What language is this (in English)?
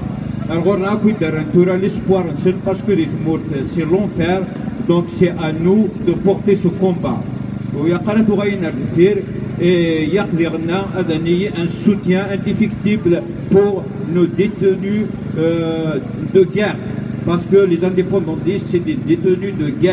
Kabyle